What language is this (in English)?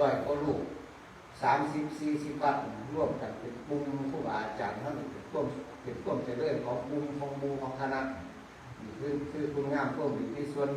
Northeastern Thai